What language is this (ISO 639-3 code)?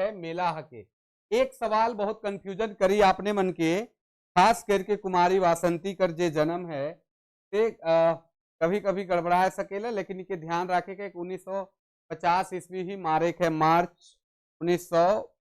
sck